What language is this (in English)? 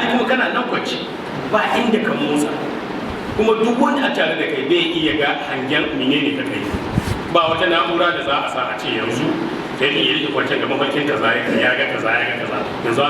Hausa